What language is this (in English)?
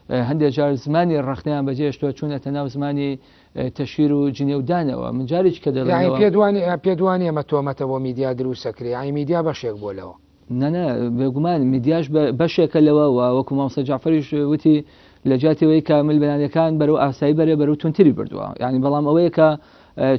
Central Kurdish